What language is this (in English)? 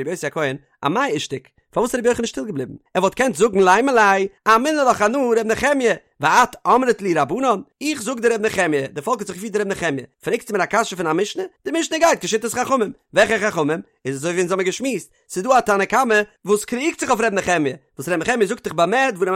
Yiddish